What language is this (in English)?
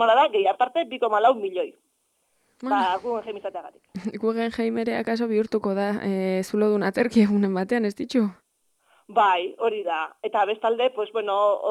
Basque